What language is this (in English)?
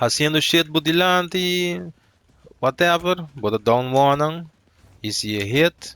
Papiamento